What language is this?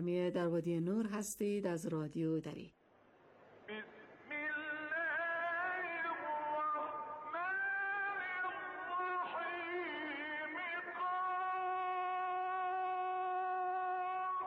Persian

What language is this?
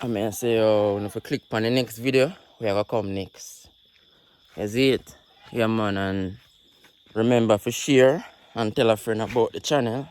Jamaican Creole English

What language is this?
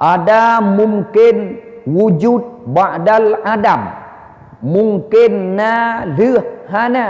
Achinese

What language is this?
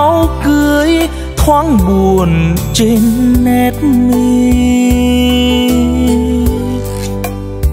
Vietnamese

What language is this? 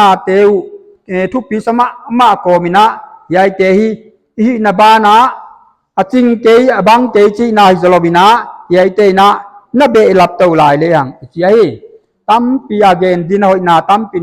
Paite Chin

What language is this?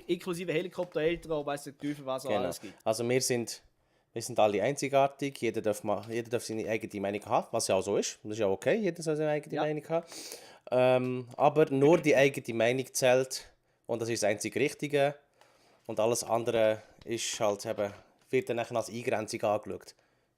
Swiss German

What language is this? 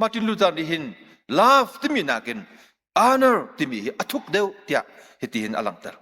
Hakha Chin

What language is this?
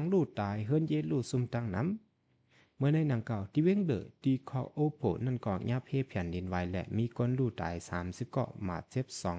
Shan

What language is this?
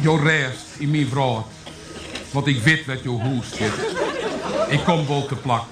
Western Frisian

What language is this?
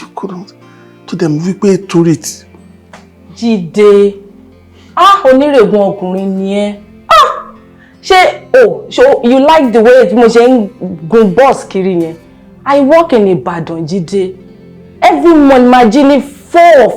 Yoruba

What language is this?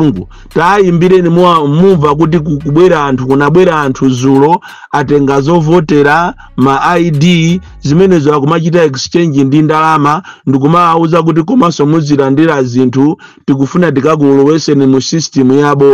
Nyanja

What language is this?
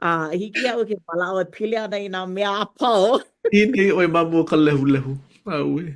Hawaiian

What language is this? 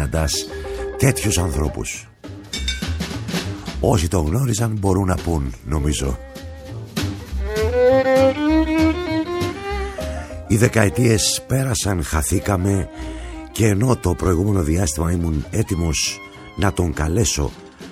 Greek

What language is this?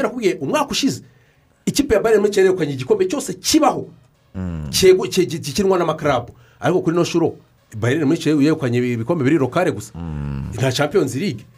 Kinyarwanda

